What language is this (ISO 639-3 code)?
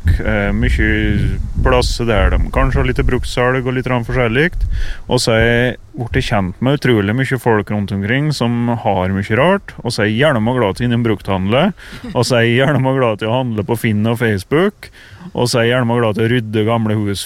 nor